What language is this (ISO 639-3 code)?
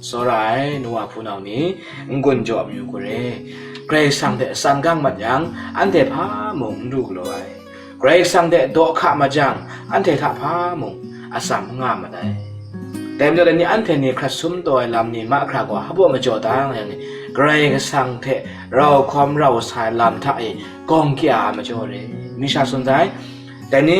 kac